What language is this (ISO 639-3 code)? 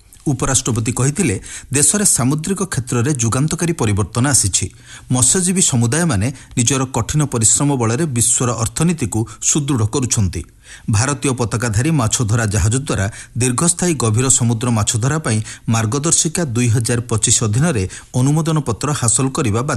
ori